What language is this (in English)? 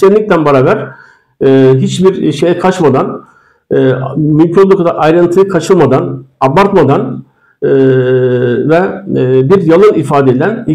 Turkish